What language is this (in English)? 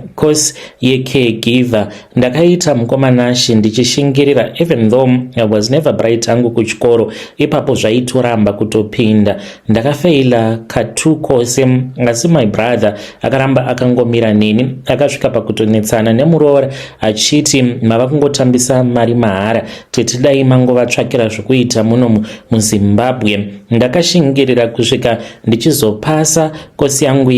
Shona